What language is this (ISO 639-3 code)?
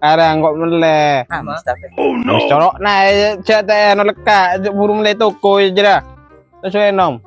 mad